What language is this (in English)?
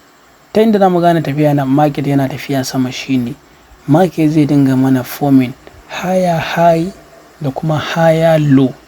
Hausa